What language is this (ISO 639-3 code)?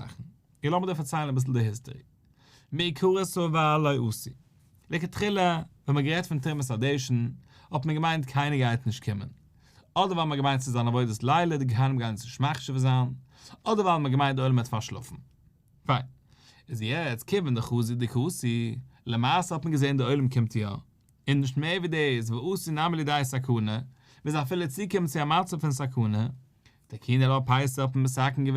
yid